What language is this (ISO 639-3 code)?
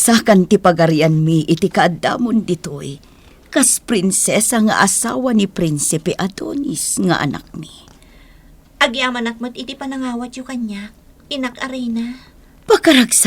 ilo